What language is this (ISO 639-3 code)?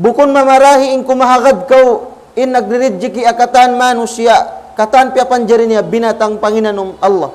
tsg